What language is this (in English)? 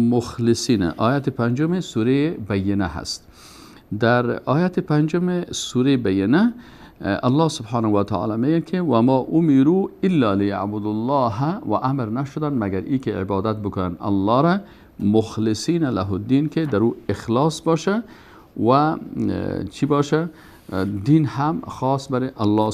Persian